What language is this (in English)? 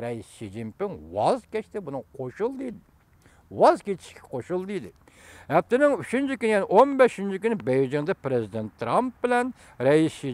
Uyghur